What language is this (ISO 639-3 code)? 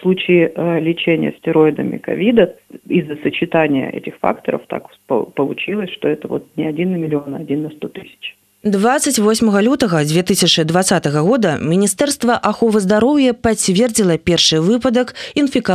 bel